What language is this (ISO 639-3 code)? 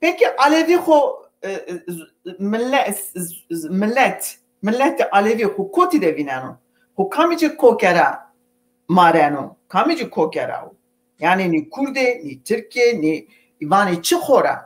zza